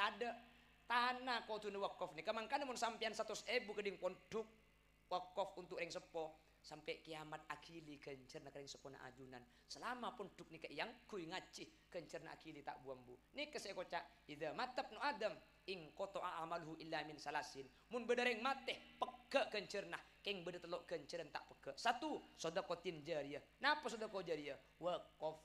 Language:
Madurese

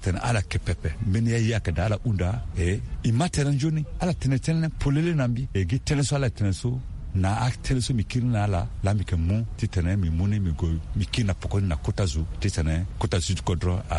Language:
Sango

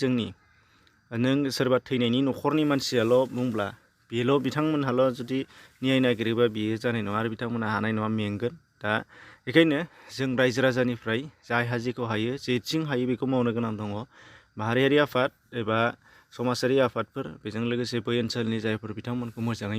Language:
Bodo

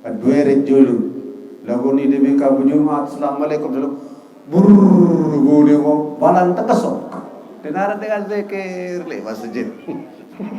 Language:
Sasak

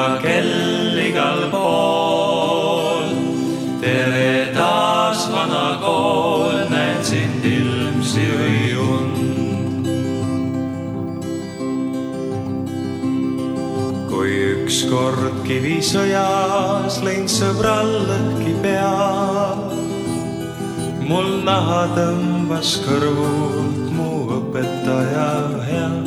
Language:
Estonian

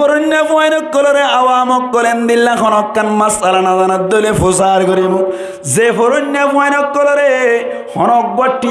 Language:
Rohingya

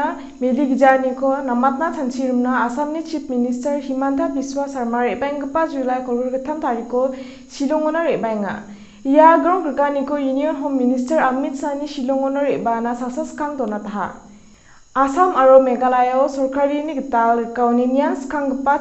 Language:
Garo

